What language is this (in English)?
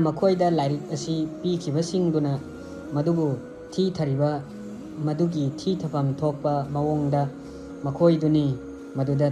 Manipuri